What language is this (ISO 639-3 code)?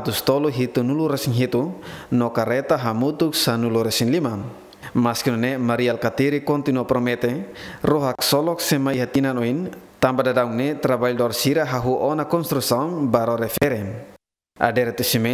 tet